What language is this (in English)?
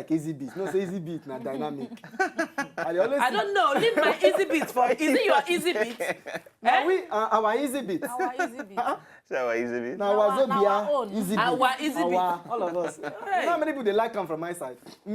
Nigerian Pidgin